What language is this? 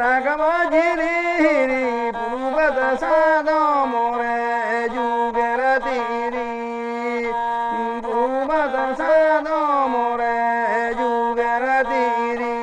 Santali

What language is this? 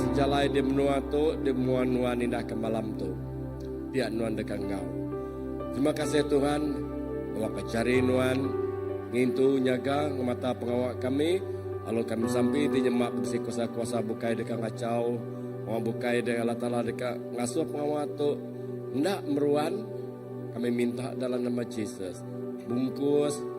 Iban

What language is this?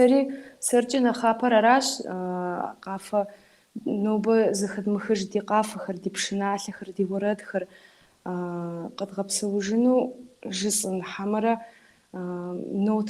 Kabardian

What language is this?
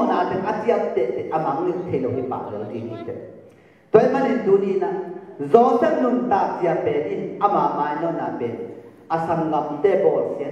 Tedim Chin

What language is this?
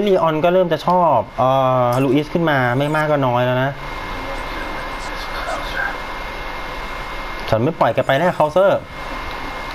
Thai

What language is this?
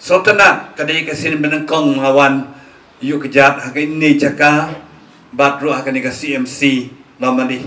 Khasi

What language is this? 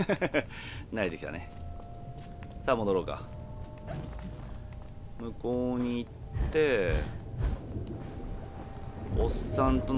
Japanese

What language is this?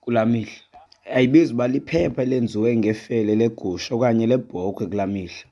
Xhosa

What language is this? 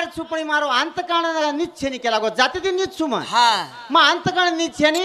Lambadi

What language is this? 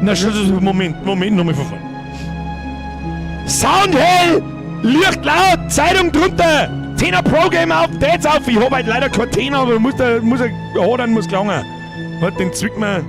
Bavarian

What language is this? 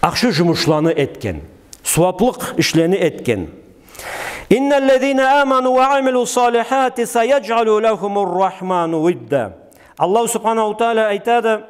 Karachay-Balkar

